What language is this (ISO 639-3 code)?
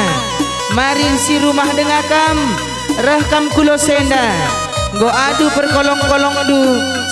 btx